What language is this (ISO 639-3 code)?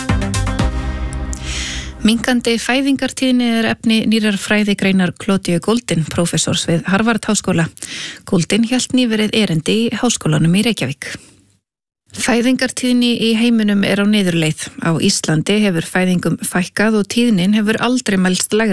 isl